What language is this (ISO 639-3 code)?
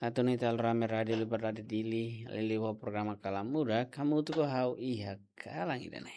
tet